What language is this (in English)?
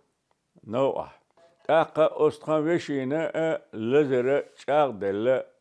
Chechen